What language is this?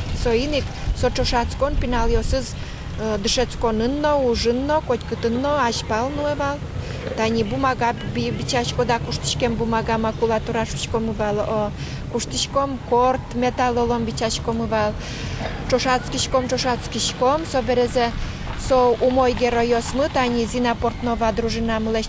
Udmurt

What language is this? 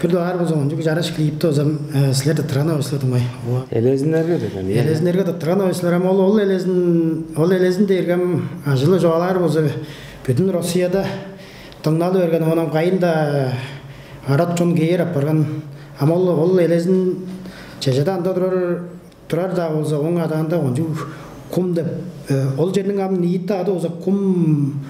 Tuvinian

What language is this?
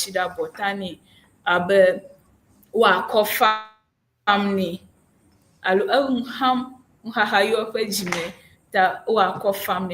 Ewe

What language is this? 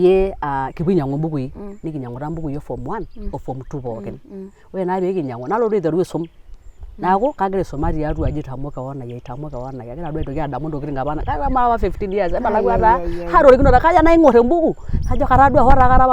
Masai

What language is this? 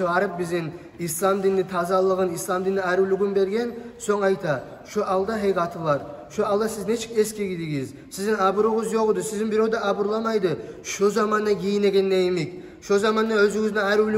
Kumyk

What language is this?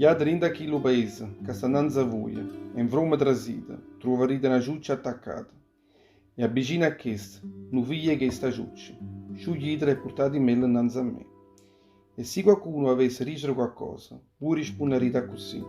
Neapolitan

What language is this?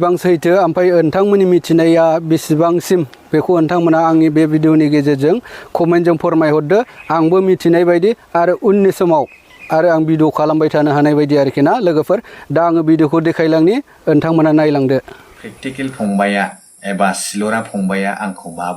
Bodo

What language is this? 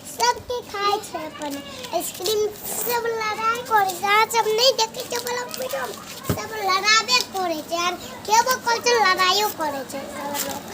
Maithili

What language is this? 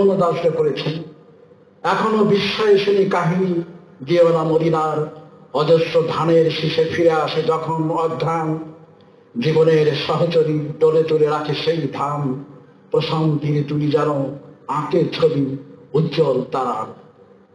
Bangla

